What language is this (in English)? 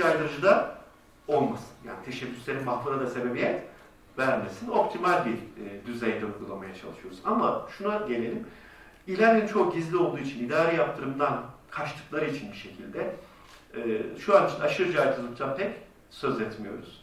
Turkish